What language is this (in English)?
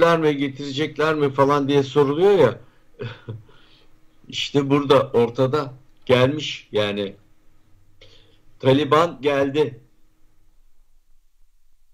Turkish